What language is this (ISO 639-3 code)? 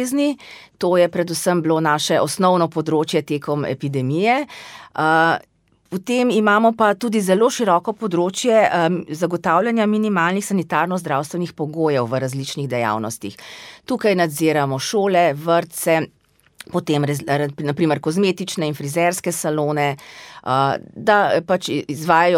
slv